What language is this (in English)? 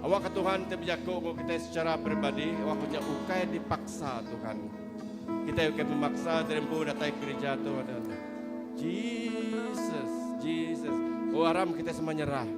Iban